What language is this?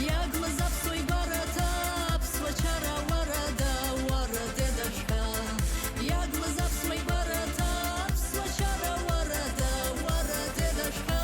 Abkhazian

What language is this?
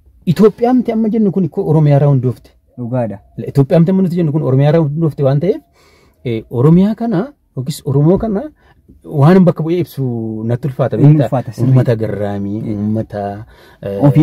Oromo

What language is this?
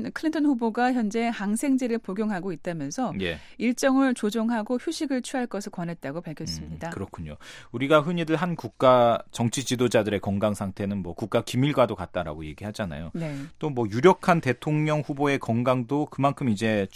Korean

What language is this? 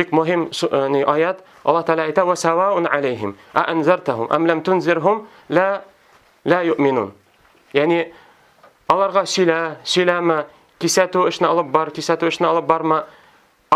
Tatar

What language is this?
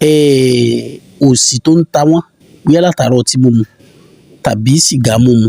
Yoruba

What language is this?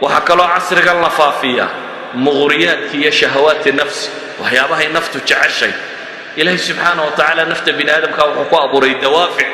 Somali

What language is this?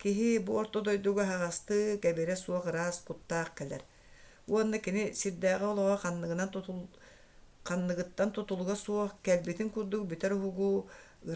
Yakut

